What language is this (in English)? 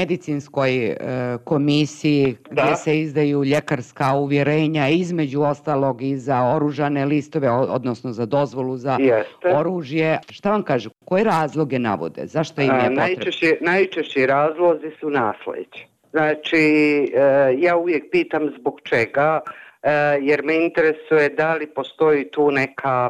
Bosnian